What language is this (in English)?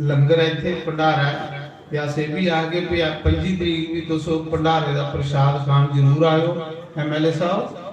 Dogri